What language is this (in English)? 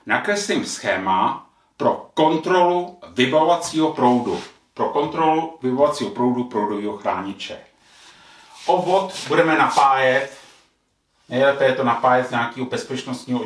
Czech